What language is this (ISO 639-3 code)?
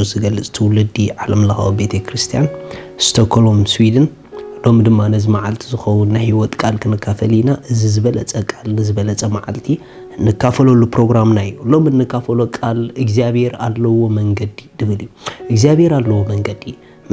tir